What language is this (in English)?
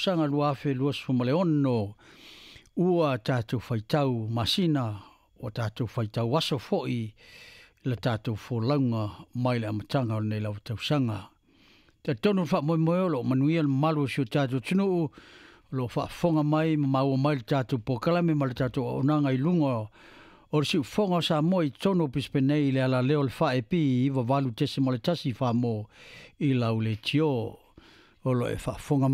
Samoan